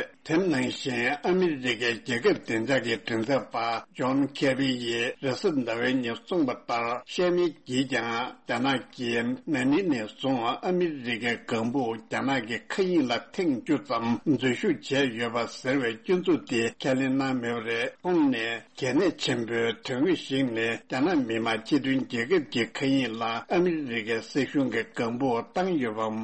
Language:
Tibetan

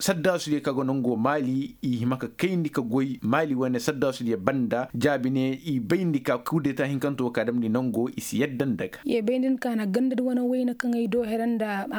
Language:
Koyraboro Senni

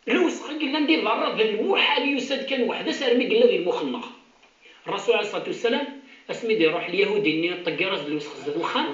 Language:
Kabyle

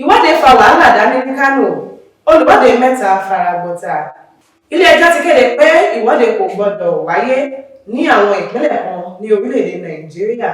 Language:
Yoruba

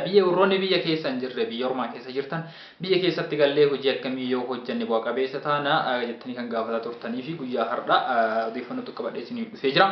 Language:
Oromo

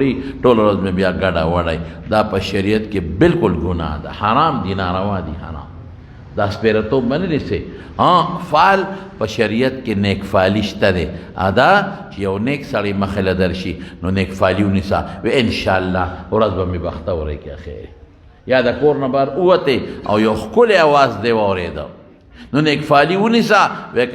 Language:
Pashto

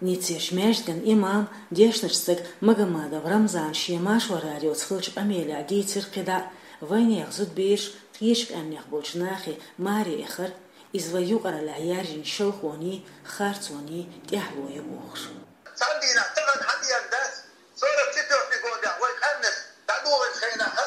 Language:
Chechen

